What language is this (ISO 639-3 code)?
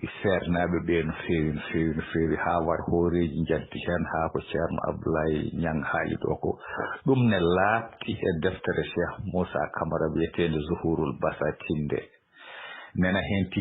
ful